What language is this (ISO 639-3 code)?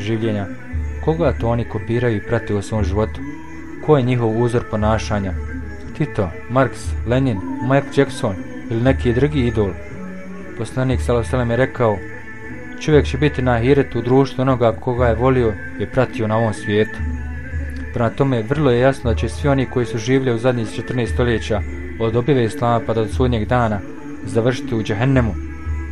bos